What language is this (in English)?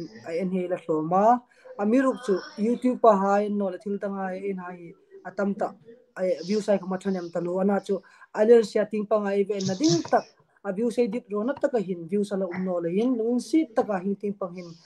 Hmar